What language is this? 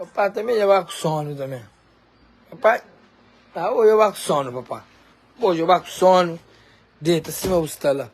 Kabuverdianu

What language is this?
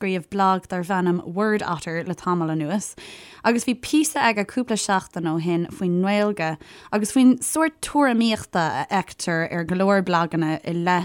Irish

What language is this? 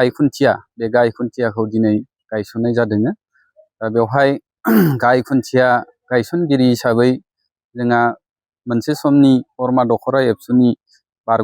Bodo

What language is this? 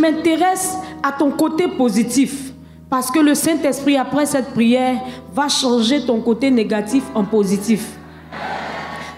French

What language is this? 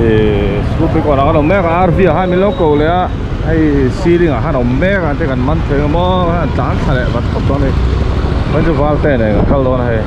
Mizo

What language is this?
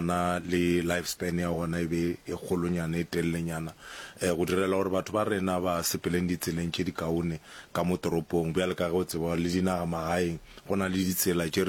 Northern Sotho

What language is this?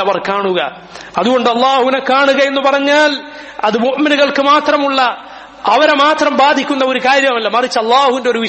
Malayalam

